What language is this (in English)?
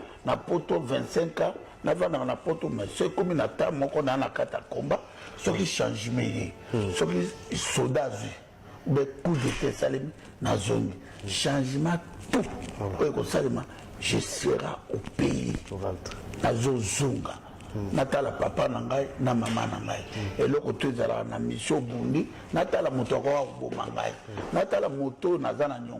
Lingala